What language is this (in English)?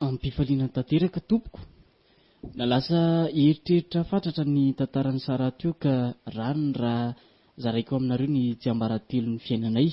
Malagasy